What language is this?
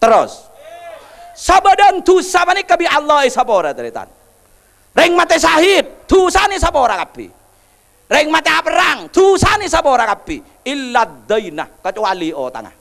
Madurese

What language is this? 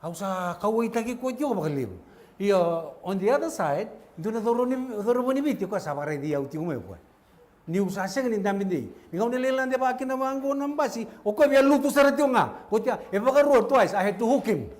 Fijian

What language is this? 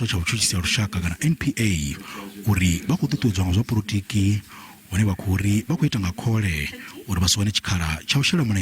Venda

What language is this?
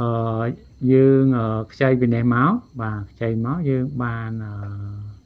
Khmer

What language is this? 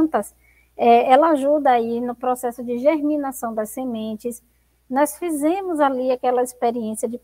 Portuguese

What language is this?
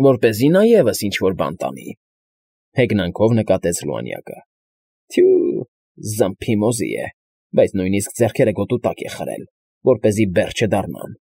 Armenian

